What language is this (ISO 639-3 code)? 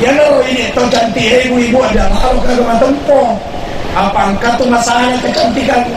bug